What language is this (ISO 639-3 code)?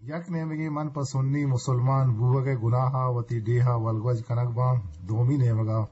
bgp